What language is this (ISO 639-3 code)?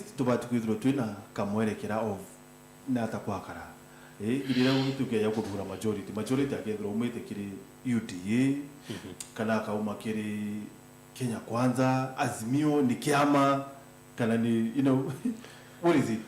mer